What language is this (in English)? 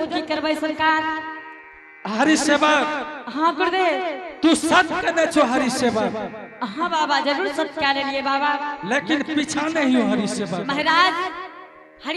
Angika